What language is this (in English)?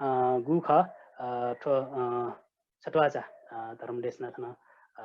Newari